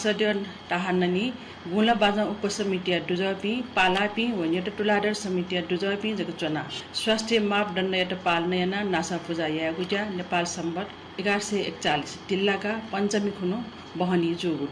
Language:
Newari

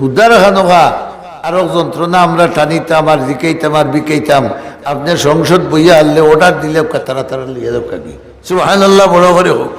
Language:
Sylheti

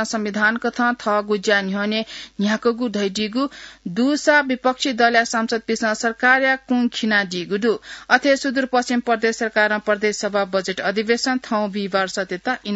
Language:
Newari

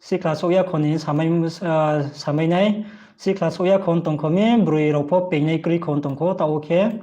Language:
Riang (India)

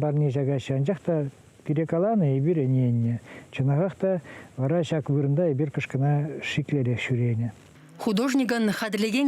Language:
Chuvash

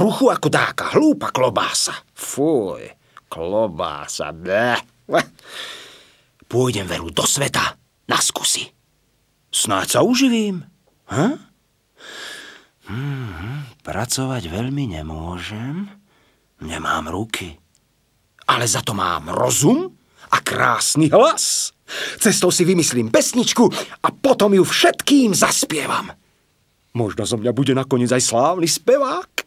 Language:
Slovak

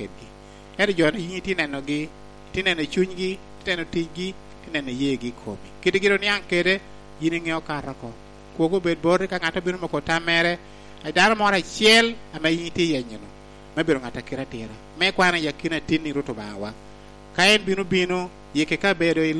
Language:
Lango (Uganda)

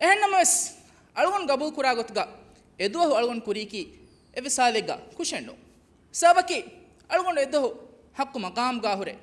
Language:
Divehi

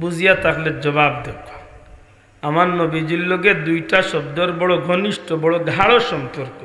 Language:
Sylheti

